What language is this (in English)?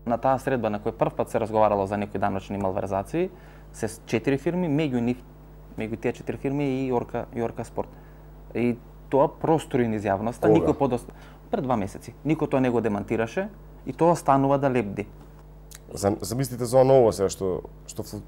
Macedonian